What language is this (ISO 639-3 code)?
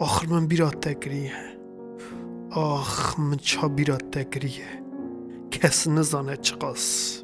kur